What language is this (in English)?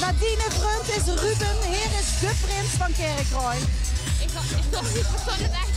Limburgish